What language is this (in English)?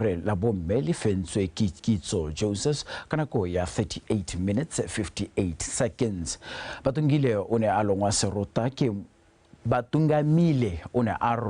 Tswana